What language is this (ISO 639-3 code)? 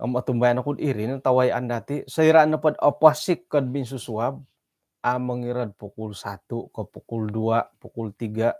dtp